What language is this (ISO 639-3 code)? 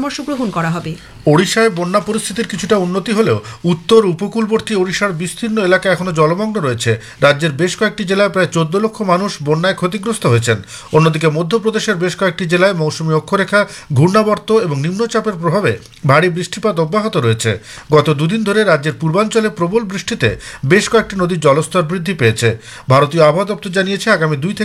ben